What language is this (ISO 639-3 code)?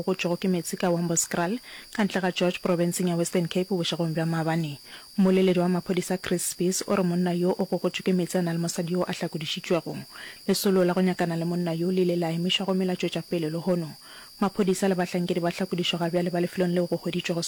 nso